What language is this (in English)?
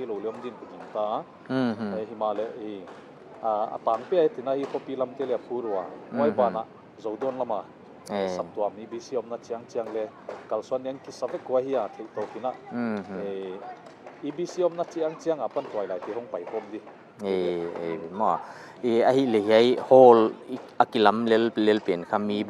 Paite Chin